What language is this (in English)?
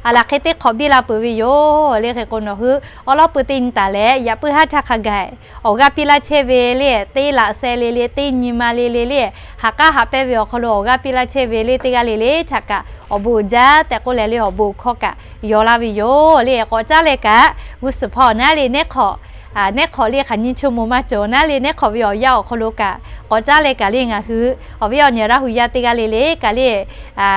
Lahu